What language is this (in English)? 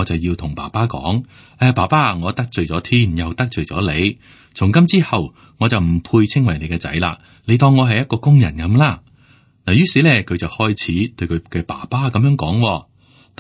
Cantonese